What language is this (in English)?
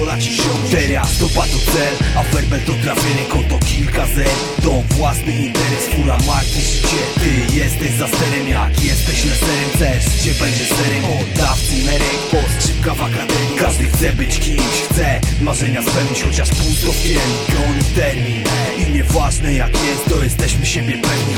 Polish